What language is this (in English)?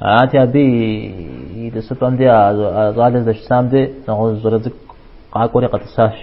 Kabardian